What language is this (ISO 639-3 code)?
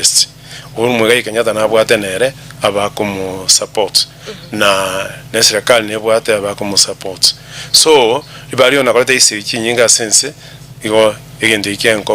guz